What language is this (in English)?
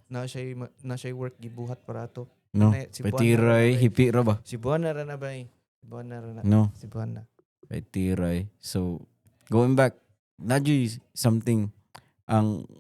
Cebuano